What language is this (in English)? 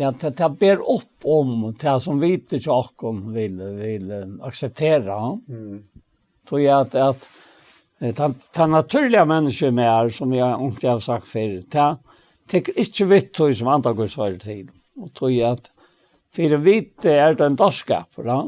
Faroese